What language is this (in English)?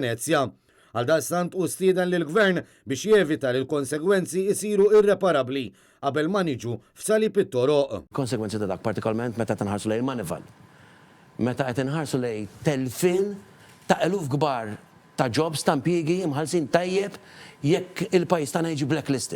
Maltese